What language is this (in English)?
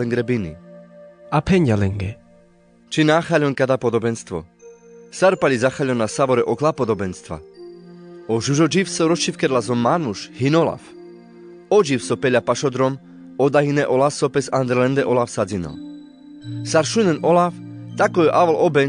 Carpathian Romani